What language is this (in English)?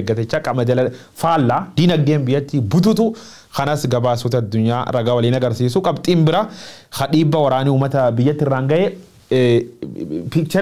Oromo